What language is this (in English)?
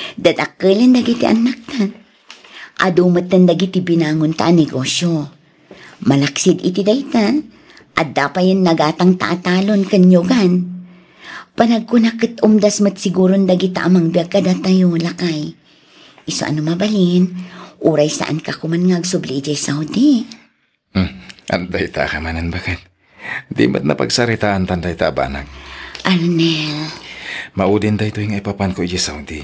Iloko